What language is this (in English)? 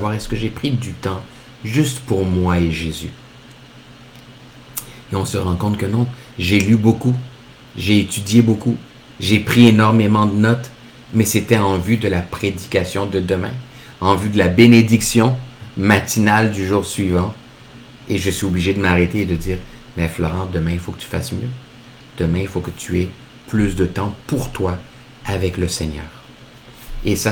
French